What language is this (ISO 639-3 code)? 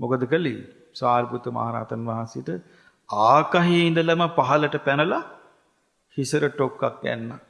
sin